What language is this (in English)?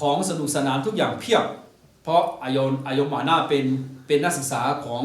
Akha